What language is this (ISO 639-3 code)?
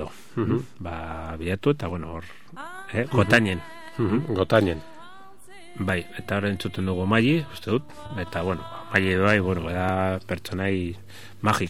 eus